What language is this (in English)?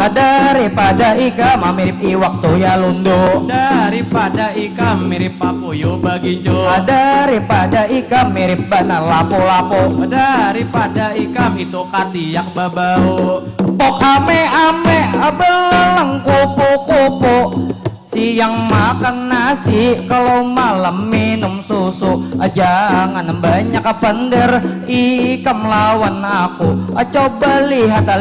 Banjar